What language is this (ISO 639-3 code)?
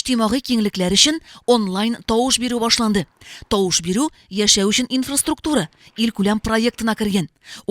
tat